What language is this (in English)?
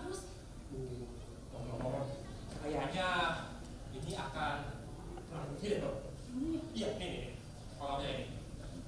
Betawi